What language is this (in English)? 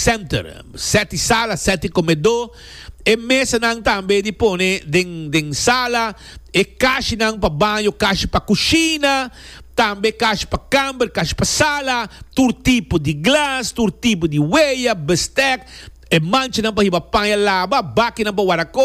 Papiamento